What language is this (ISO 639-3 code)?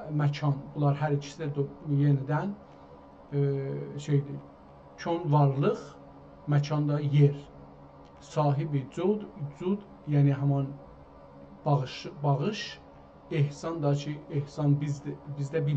azb